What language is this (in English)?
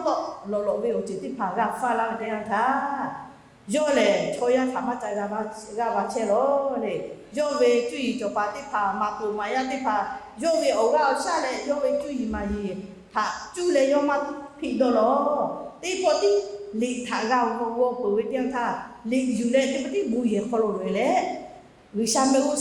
Lahu